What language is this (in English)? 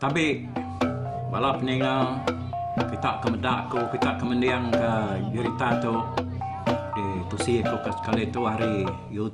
Iban